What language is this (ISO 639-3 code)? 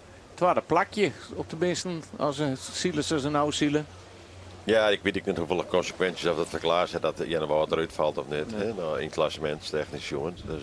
fry